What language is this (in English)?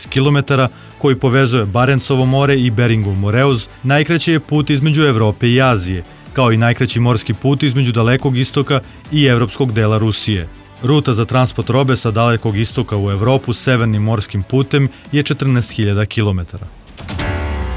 Serbian